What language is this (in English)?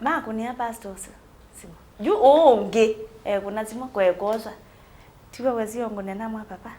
Kamba